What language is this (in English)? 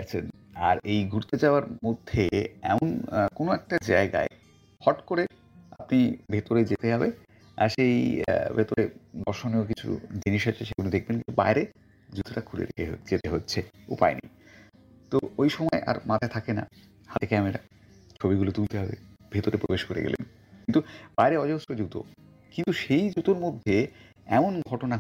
Bangla